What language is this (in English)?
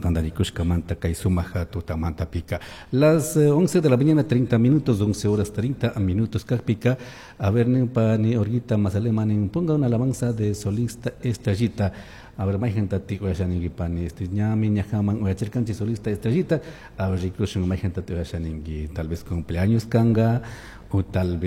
Chimborazo Highland Quichua